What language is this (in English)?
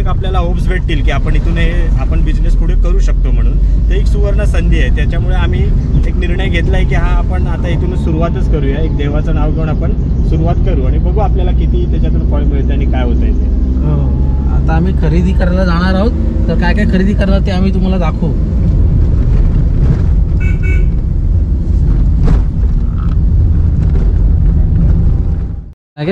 Marathi